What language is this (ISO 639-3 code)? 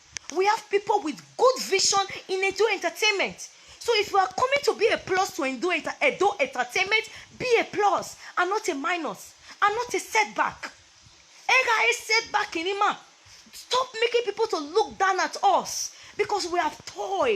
pcm